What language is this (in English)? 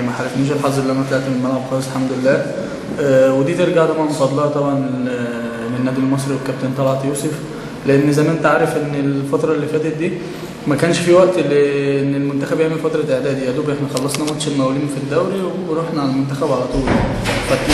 Egyptian Arabic